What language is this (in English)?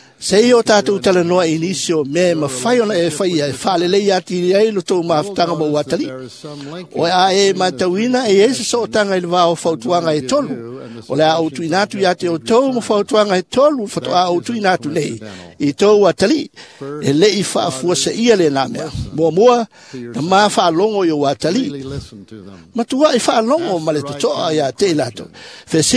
Samoan